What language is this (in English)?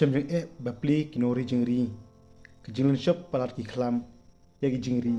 Khasi